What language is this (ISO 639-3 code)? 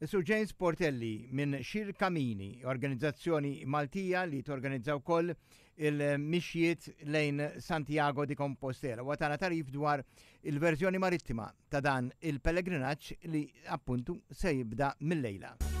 mlt